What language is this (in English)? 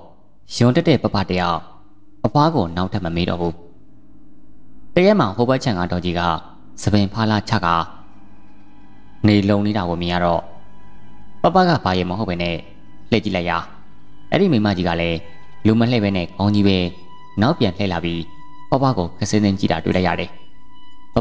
Burmese